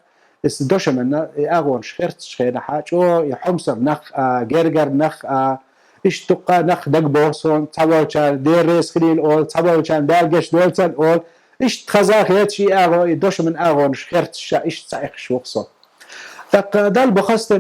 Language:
Chechen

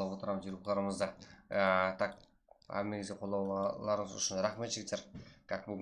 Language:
Kara-Kalpak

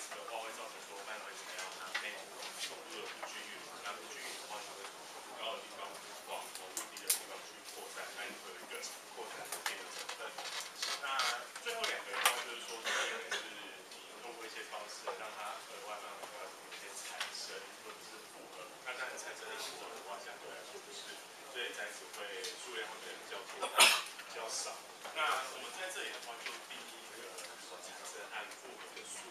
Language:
Chinese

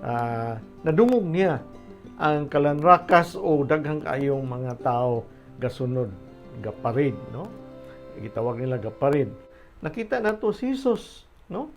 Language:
Cebuano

